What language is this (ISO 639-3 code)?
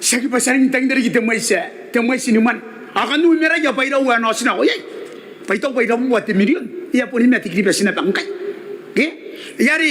gil